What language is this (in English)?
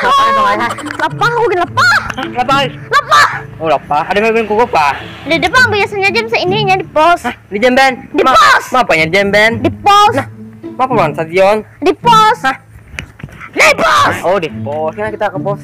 Banjar